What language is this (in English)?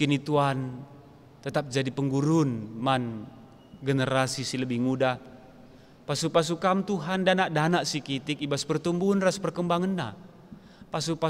Batak Karo